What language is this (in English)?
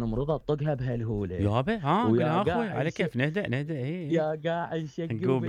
Mesopotamian Arabic